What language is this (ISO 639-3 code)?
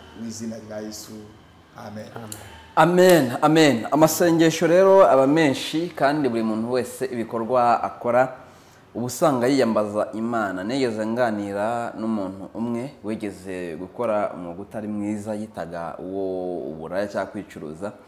kin